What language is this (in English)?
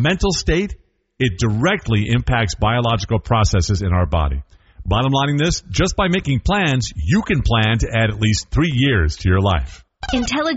English